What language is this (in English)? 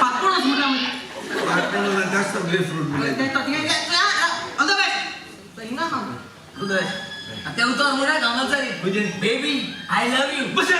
Konkani